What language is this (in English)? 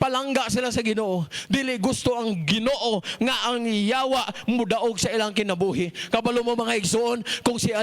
Cebuano